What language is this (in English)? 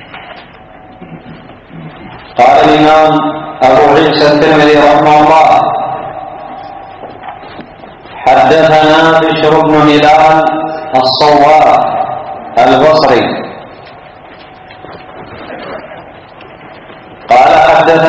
Arabic